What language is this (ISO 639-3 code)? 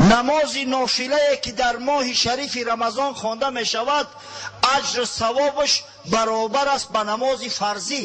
tgk